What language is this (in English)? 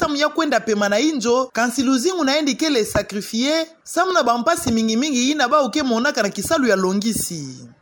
Kituba (Democratic Republic of Congo)